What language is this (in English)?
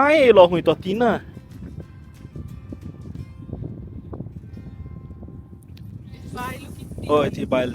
Konkani